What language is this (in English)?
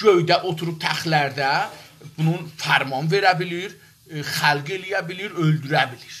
South Azerbaijani